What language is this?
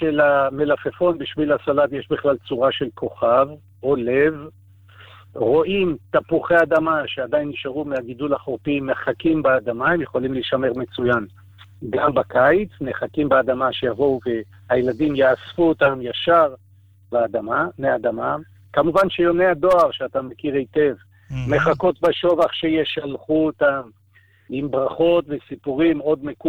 Hebrew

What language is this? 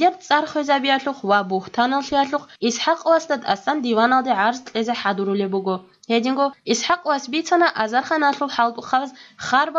Avaric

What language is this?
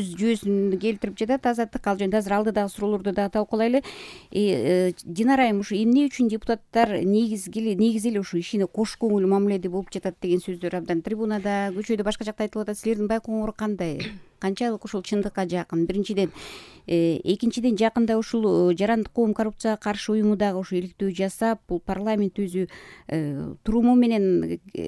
Kyrgyz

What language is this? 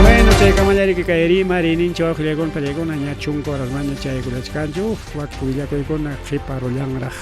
Ayacucho Quechua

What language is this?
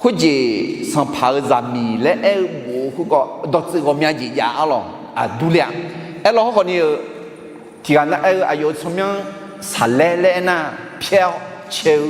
Akha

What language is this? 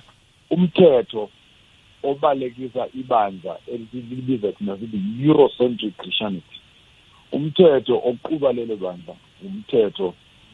South Ndebele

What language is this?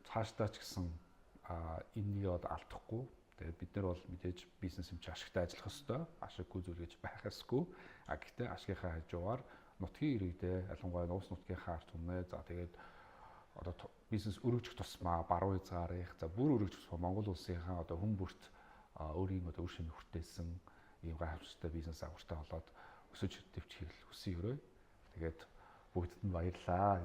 Mongolian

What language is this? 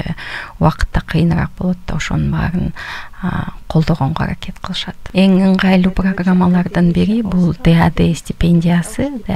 Kyrgyz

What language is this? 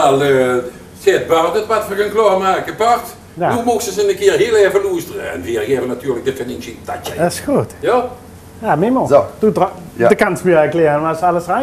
Limburgish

